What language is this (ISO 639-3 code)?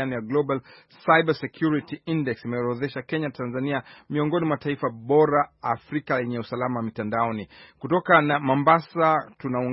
swa